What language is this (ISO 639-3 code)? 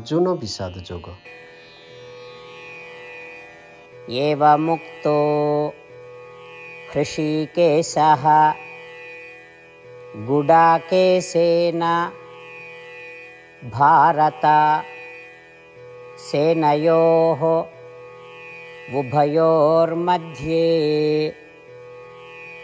ori